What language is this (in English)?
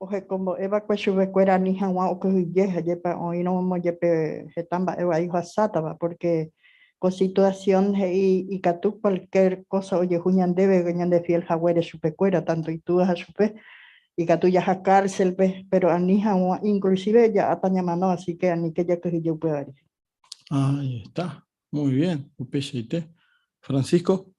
Guarani